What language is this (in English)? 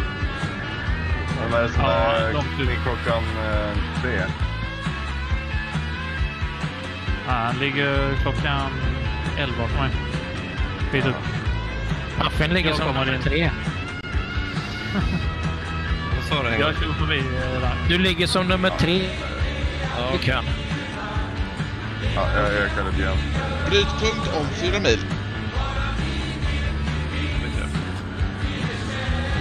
Swedish